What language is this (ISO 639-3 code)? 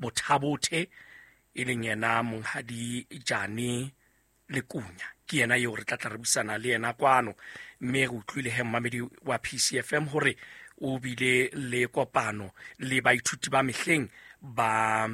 sot